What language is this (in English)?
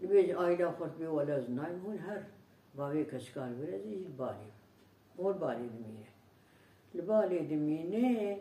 Kurdish